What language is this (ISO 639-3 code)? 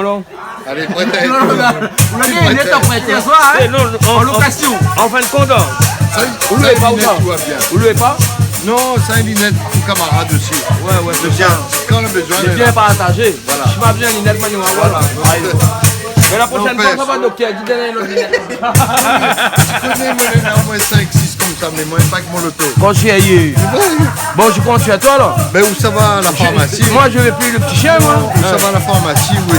rcf